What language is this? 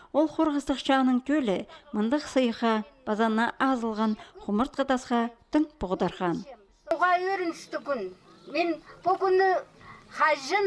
Khakas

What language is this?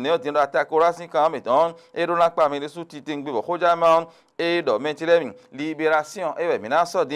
Fon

